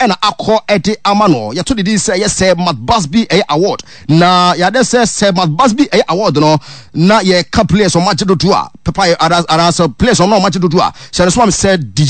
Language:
Akan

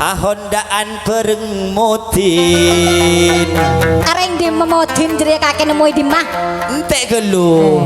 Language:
Madurese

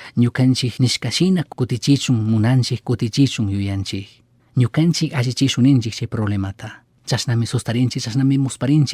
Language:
Chimborazo Highland Quichua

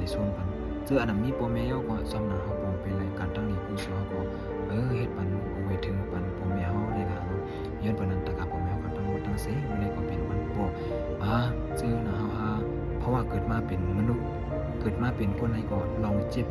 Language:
Shan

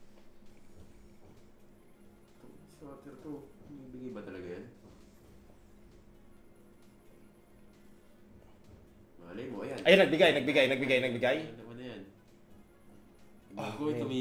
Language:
Filipino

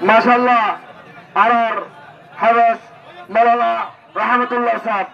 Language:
Rohingya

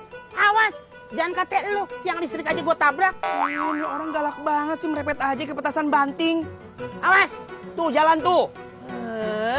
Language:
Betawi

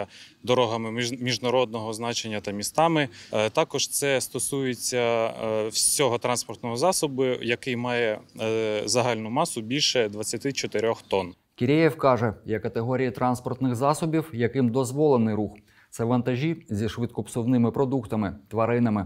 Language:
Ukrainian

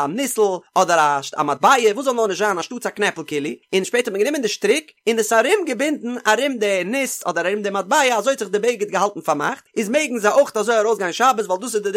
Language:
Yiddish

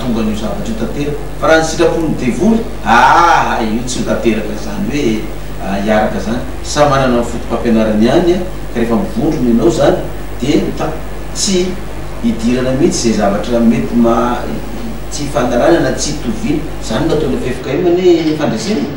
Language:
Malagasy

